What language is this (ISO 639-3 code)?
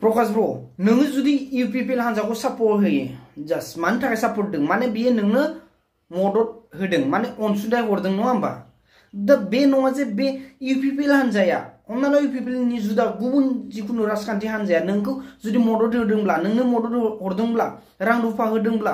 brx